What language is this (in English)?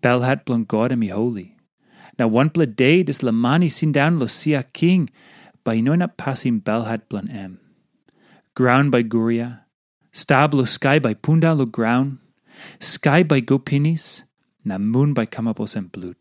Tok Pisin